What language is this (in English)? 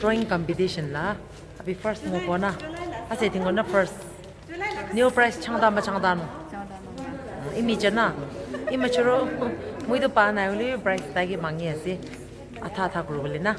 Naga Pidgin